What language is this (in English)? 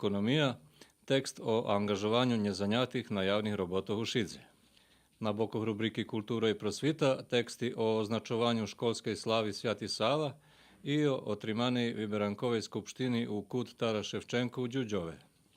Rusyn